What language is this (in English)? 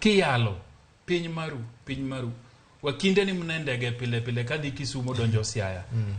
Luo (Kenya and Tanzania)